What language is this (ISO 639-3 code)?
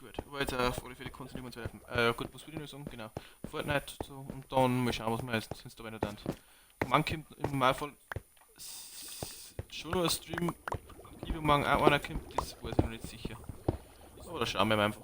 bar